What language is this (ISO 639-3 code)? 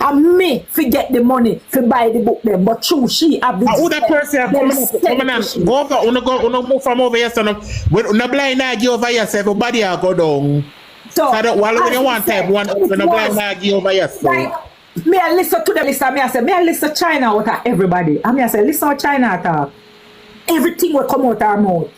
jam